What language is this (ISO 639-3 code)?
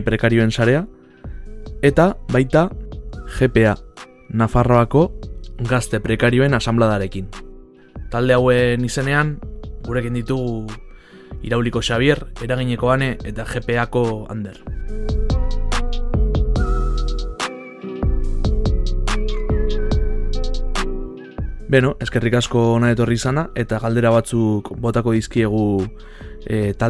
eus